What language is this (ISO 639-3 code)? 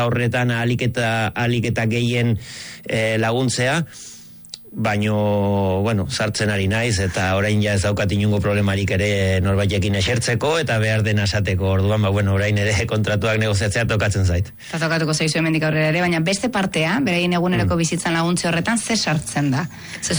eus